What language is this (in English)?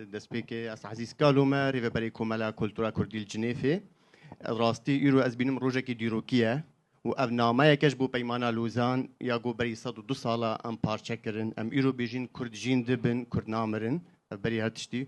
Kurdish